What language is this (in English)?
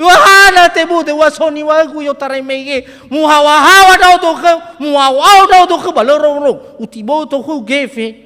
Nias